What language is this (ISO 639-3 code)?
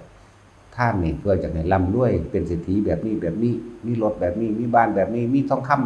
lao